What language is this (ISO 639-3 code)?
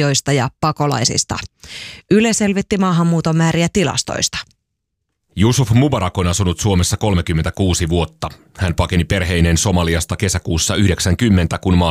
fin